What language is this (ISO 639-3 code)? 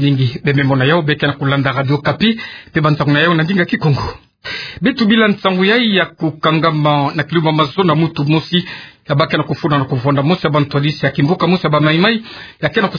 ktu